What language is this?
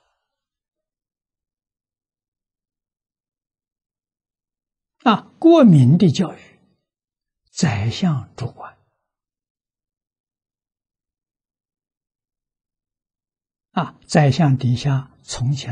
Chinese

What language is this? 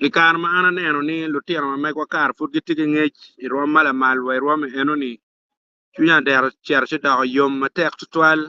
Acoli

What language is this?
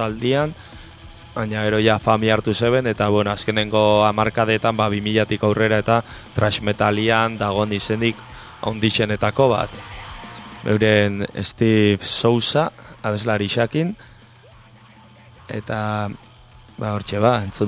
Basque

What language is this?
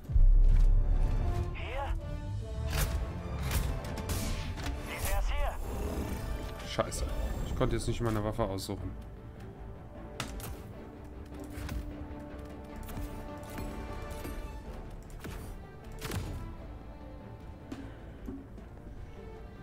German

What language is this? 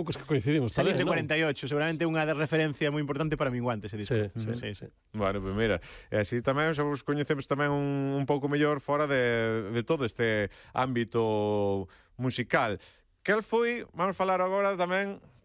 Galician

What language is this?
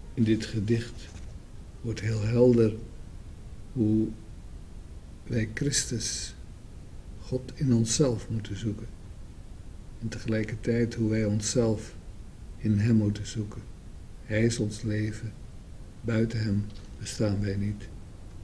Dutch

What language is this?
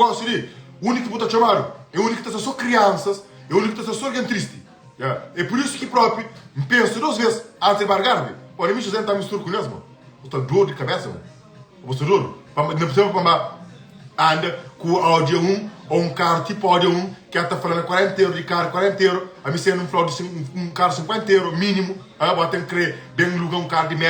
Kabuverdianu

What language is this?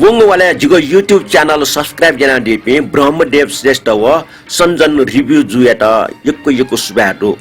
Newari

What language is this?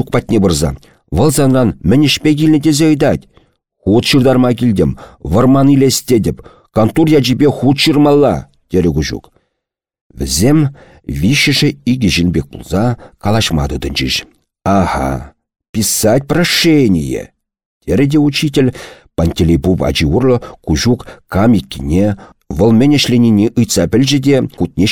Chuvash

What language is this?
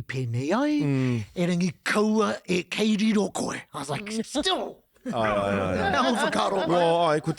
Māori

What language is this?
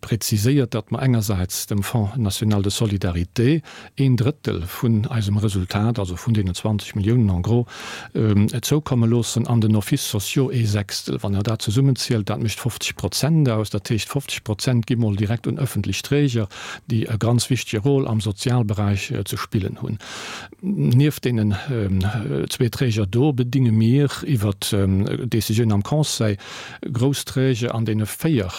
Luxembourgish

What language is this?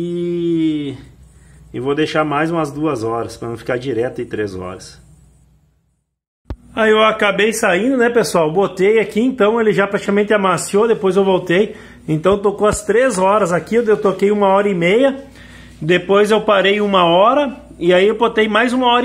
Portuguese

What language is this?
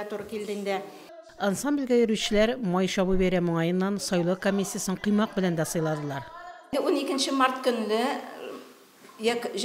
Tatar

